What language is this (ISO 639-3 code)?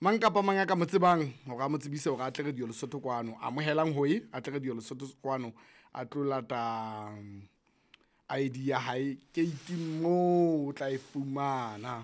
sot